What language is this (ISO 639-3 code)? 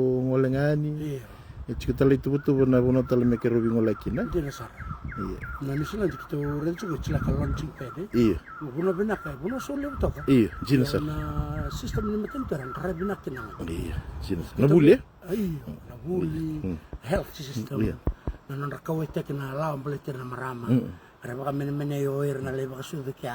fij